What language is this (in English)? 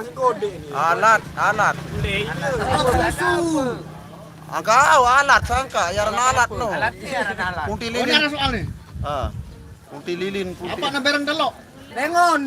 Sasak